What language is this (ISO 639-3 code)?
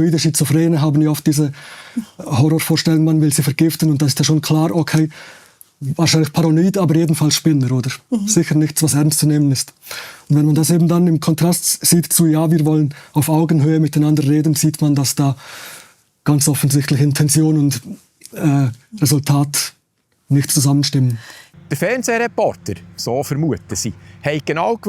gsw